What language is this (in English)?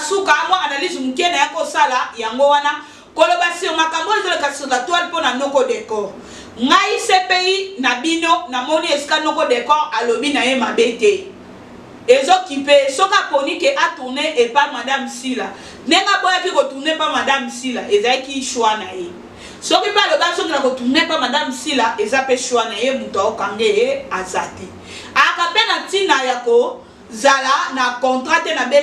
Lingala